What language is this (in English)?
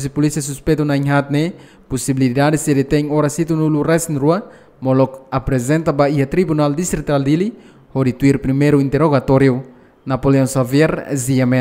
Tetum